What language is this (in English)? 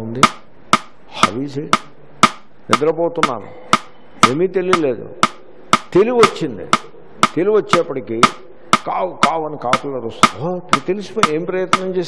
Telugu